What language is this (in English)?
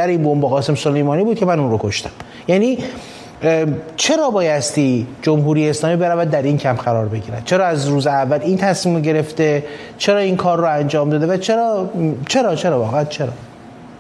Persian